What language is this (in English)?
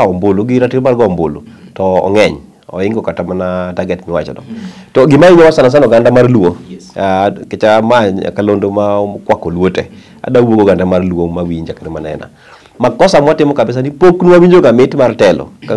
Luo (Kenya and Tanzania)